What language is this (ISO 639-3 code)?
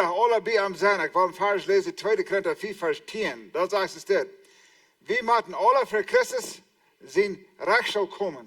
pdt